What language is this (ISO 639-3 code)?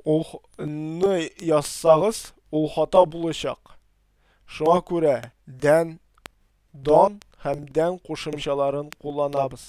tat